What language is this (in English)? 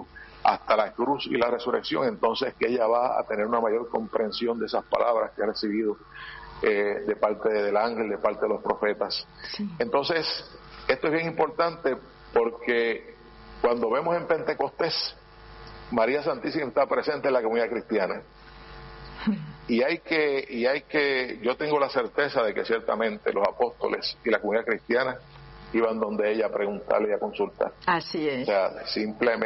Spanish